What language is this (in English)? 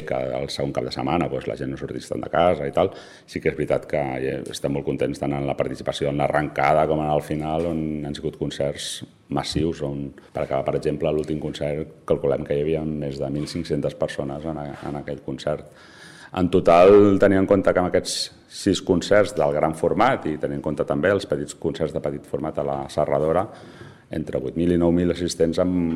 Catalan